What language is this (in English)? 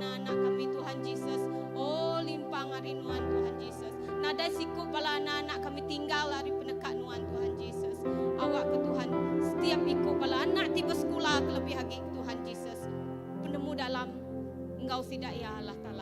Iban